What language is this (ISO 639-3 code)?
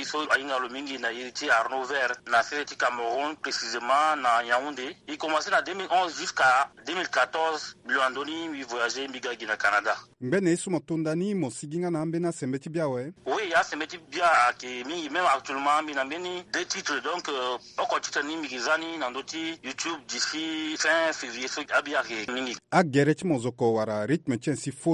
sag